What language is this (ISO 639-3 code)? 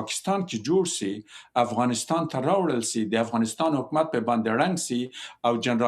pus